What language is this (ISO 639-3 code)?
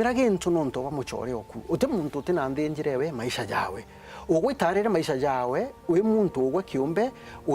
mer